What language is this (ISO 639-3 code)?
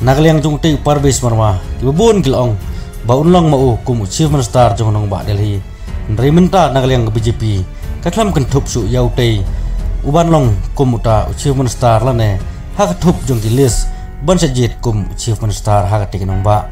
kha